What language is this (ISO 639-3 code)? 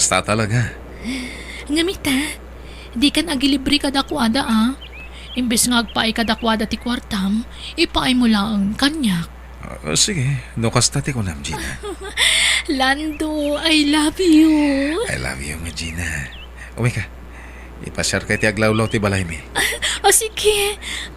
ilo